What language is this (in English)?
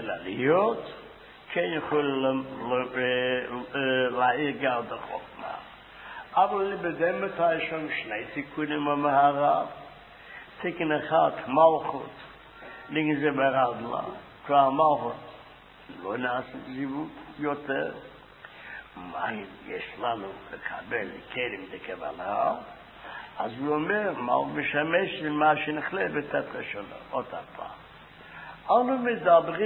Hebrew